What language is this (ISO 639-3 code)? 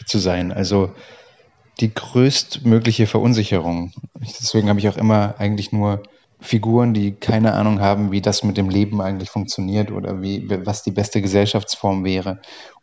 ltz